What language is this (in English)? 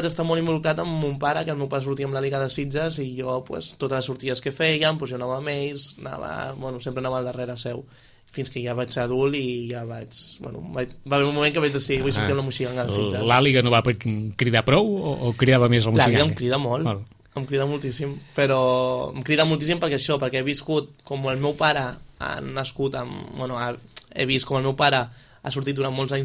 Catalan